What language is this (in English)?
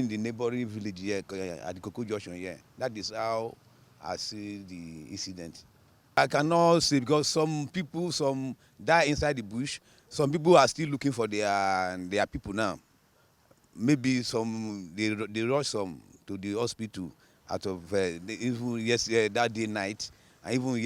Nigerian Pidgin